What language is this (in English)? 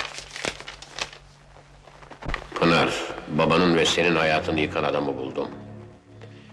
Turkish